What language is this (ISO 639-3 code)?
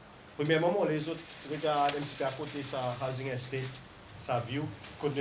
crs